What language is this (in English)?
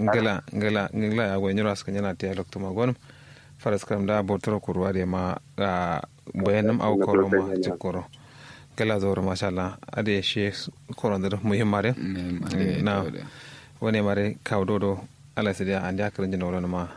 Kanuri